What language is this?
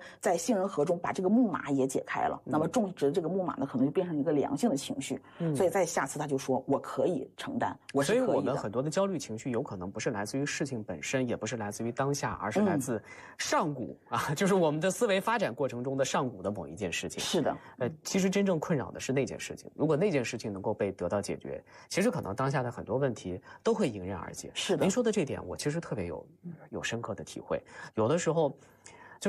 Chinese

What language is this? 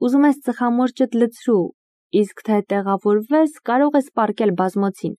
Armenian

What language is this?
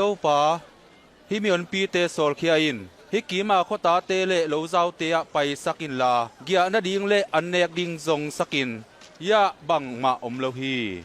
Tedim Chin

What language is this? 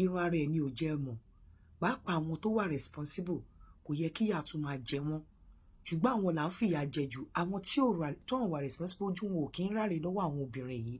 Yoruba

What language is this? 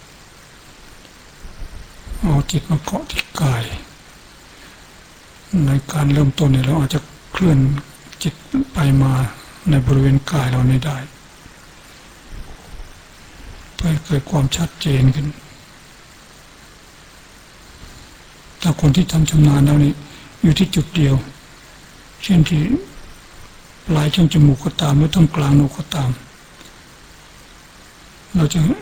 Thai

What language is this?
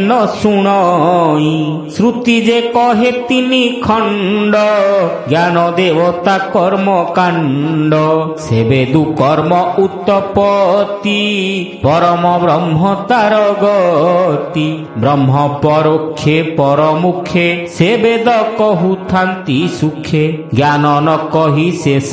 Odia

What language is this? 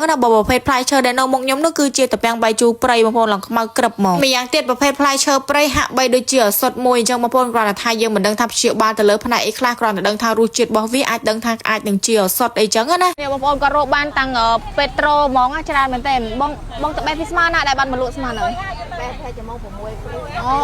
Khmer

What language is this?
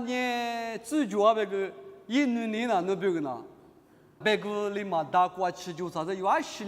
Lisu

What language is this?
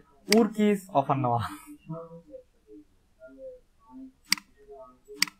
Bangla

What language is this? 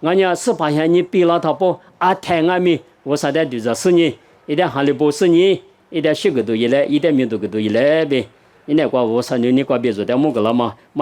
Lisu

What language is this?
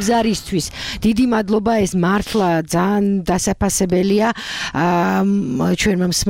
Georgian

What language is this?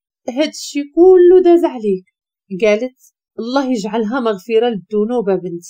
Moroccan Arabic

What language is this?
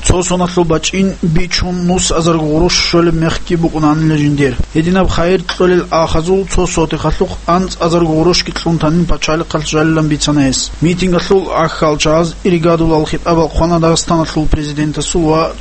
Avaric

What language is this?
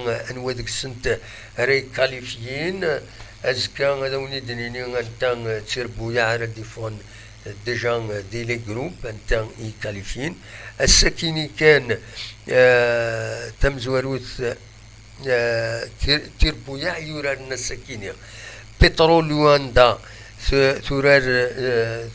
Kabyle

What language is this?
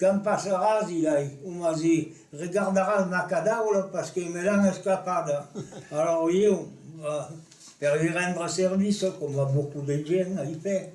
Occitan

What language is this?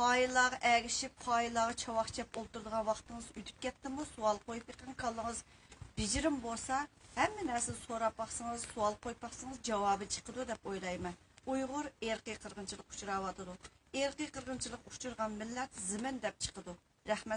Uyghur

